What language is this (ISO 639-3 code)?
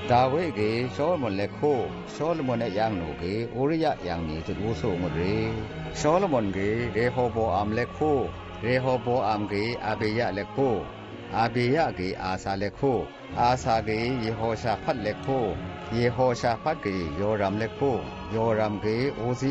atb